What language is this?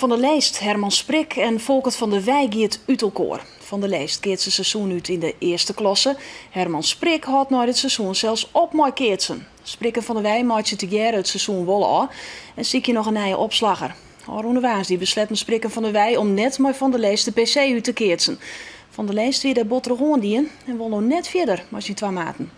Western Frisian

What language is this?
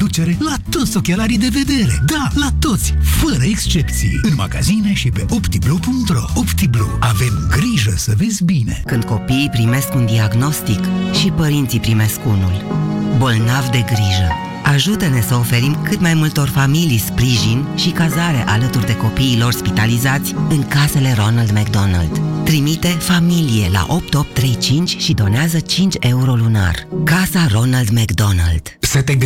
Romanian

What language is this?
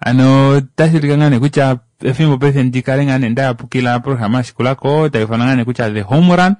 Kuanyama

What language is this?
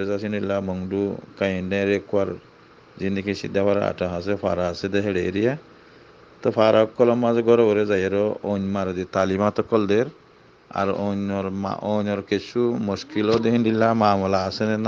Rohingya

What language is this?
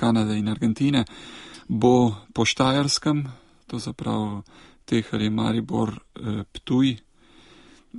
Slovenian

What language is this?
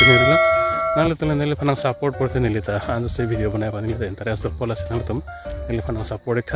Karbi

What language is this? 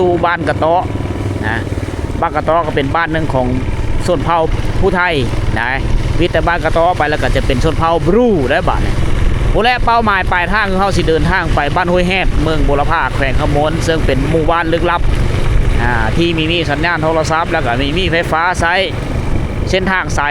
Lao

